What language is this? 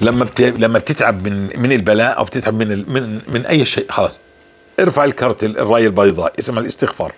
North Levantine Arabic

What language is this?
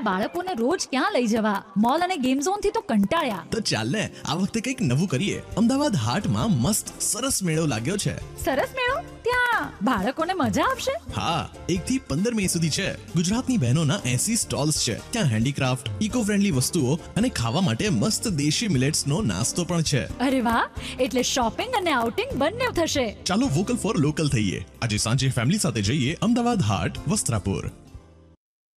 Gujarati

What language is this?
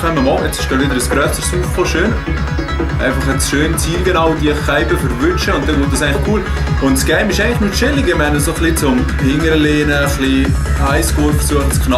Swiss German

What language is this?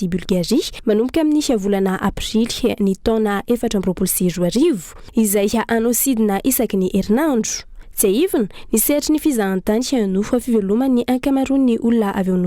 Malagasy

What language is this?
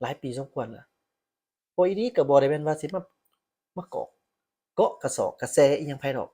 Lao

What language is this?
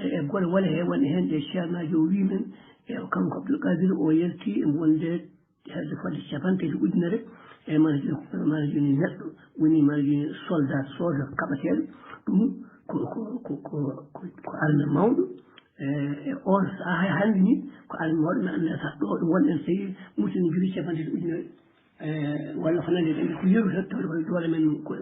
Fula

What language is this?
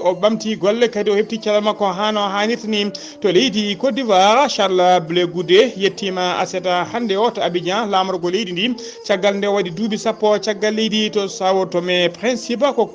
Fula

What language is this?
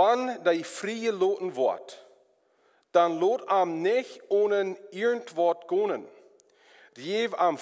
Plautdietsch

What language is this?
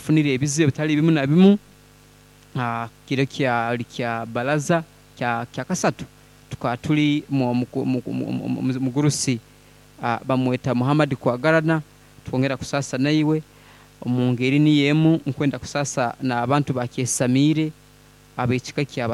Nyoro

